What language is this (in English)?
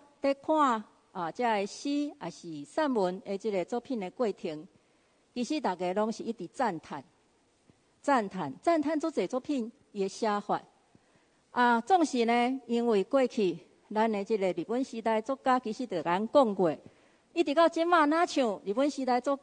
Min Nan Chinese